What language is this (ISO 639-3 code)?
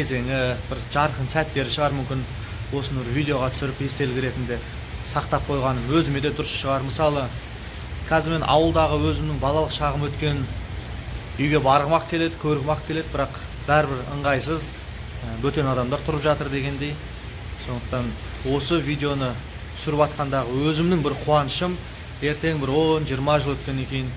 kaz